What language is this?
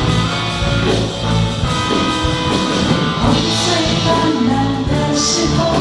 Chinese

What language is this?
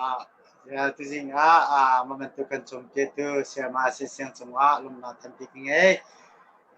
Hakha Chin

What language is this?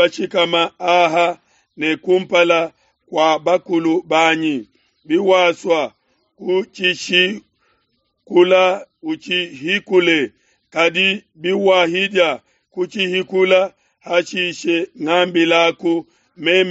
Luba-Lulua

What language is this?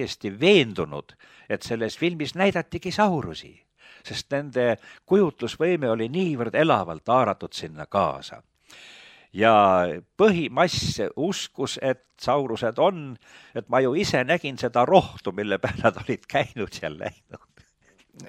Estonian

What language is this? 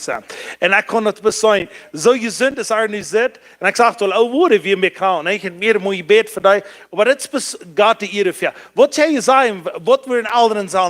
Plautdietsch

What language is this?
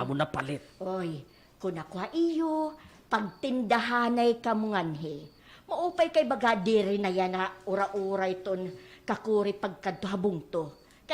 Waray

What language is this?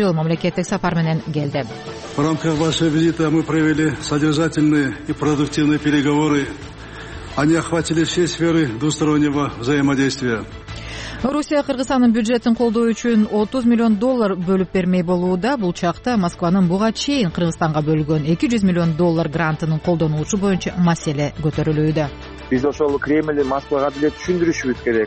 Kyrgyz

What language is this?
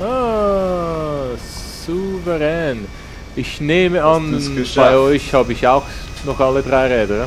Swiss German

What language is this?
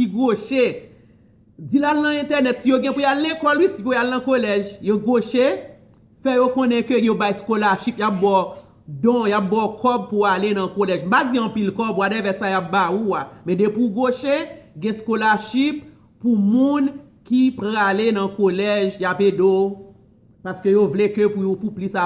Haitian Creole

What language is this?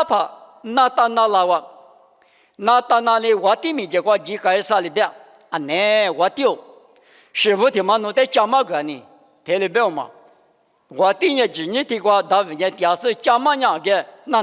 Lisu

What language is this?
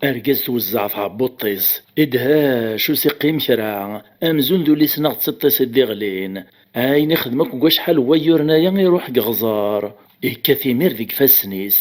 Kabyle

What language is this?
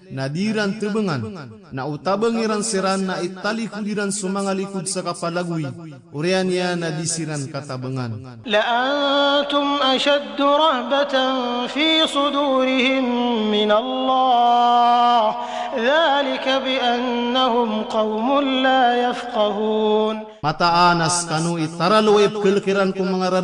Maranao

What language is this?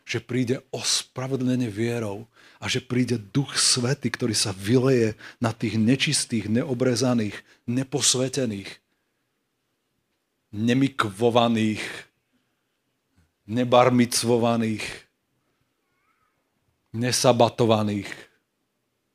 Slovak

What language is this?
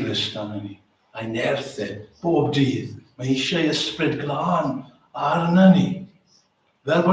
Welsh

